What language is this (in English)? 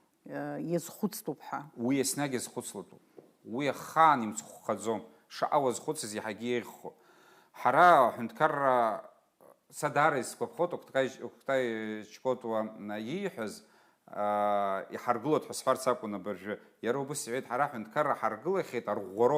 Abkhazian